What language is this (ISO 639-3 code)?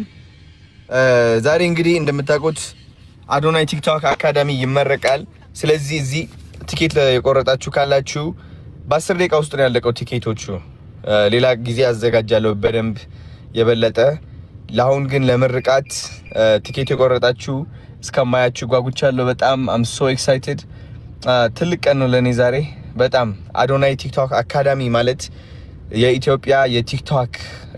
amh